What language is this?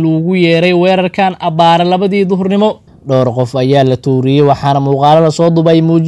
Somali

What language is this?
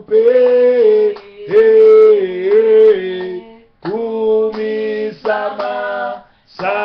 Lingala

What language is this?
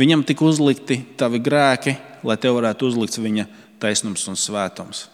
Latvian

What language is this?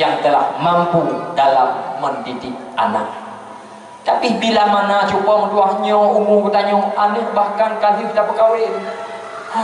Achinese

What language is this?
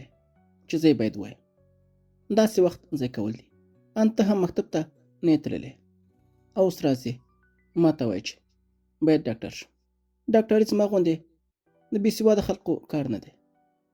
Pashto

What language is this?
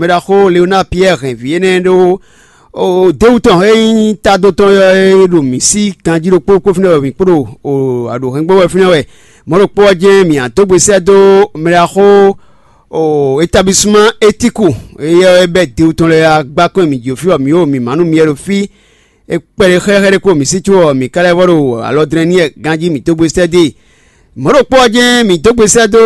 Fon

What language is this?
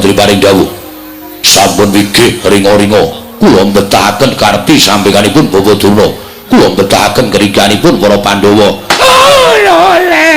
Javanese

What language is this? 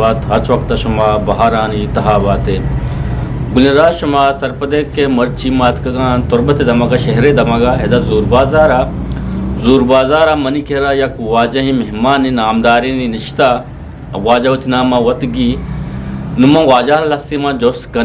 Eastern Balochi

